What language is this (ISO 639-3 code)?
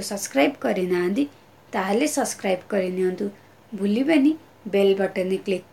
ori